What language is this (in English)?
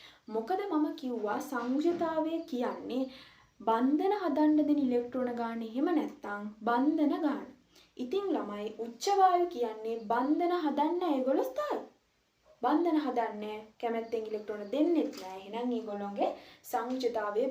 Sinhala